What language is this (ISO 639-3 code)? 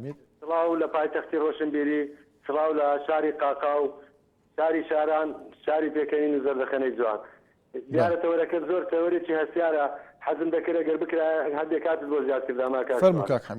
ckb